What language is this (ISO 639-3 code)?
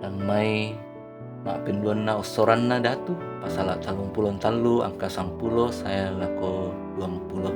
sda